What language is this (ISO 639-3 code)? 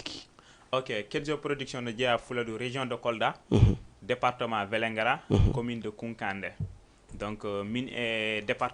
ful